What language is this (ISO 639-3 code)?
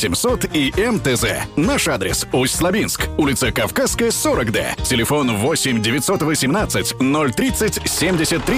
rus